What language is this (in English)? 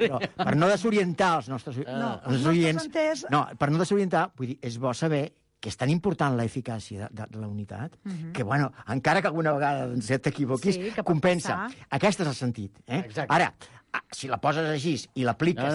Catalan